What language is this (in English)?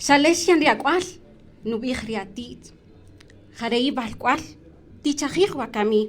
Kaqchikel